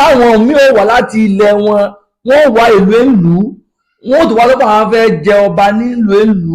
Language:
Yoruba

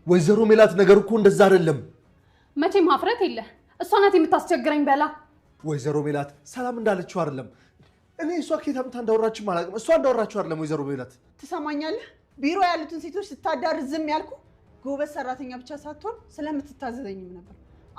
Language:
Amharic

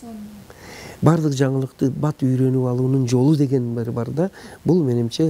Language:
Kyrgyz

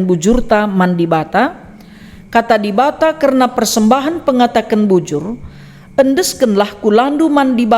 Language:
Batak Karo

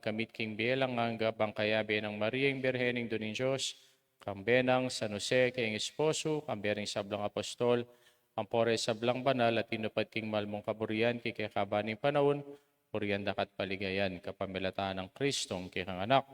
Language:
Pampanga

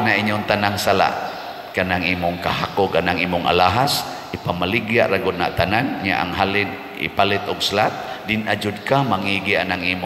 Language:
Cebuano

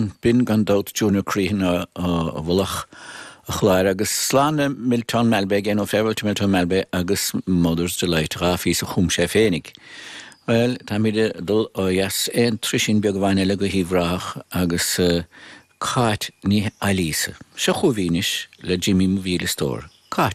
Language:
Irish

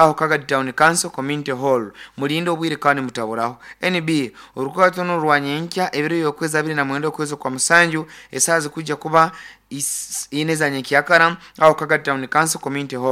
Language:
Nyoro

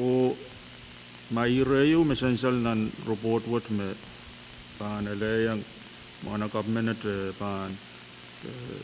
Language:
Pohnpeian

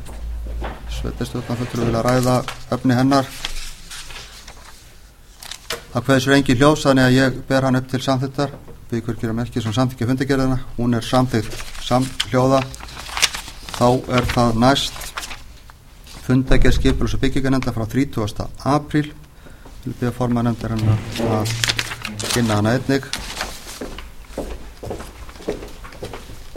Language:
Icelandic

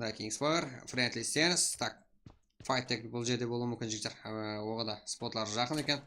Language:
Kara-Kalpak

